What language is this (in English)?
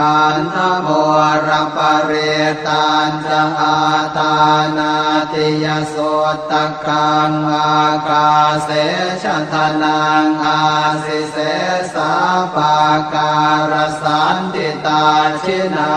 Pali